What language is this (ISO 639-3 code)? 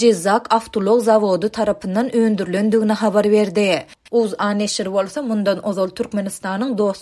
tuk